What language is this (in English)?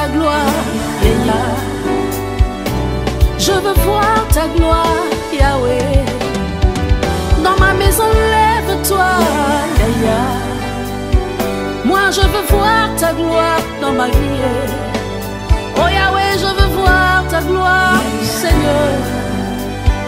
French